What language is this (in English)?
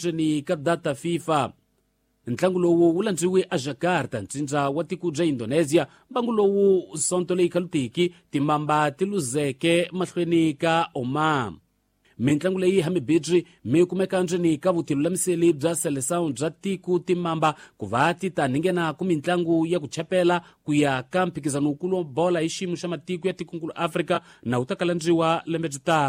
Tsonga